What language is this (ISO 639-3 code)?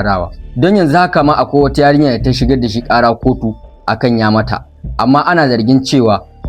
hau